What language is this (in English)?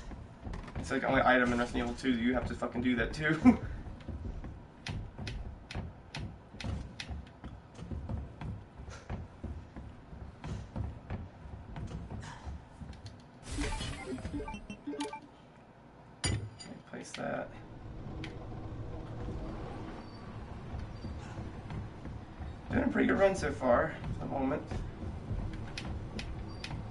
English